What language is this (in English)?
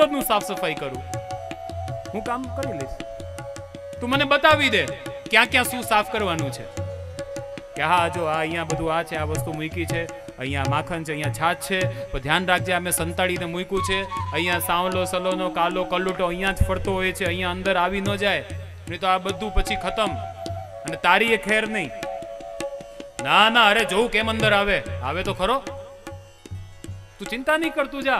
Gujarati